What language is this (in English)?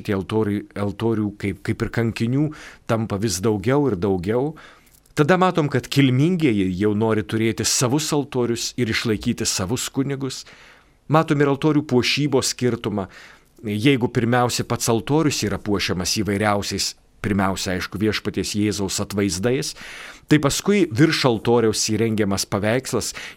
Lithuanian